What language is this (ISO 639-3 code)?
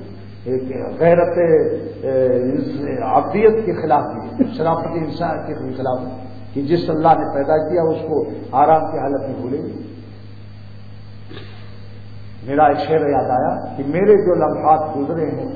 urd